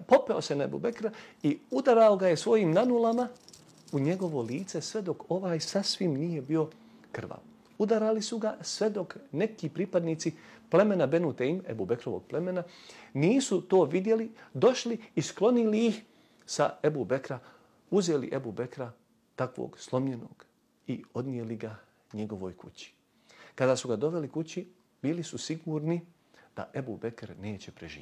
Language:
Bosnian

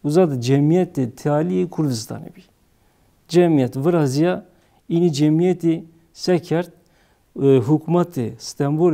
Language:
Zaza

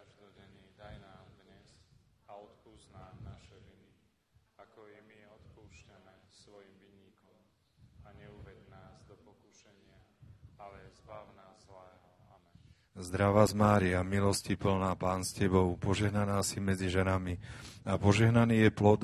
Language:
Slovak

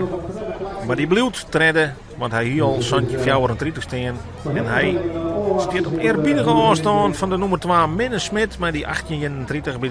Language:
Western Frisian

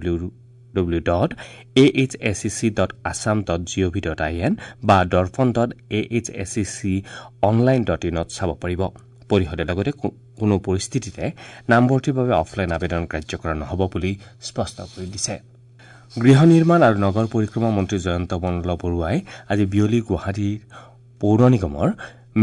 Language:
Assamese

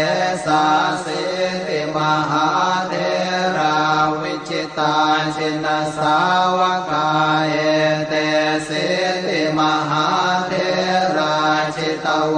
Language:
Pali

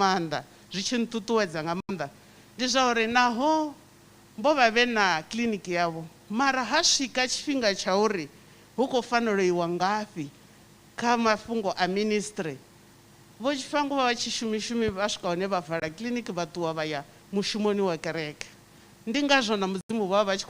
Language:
Venda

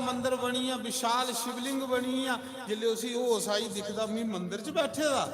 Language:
Dogri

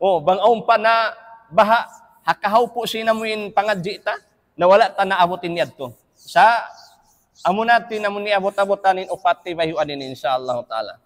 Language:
Tausug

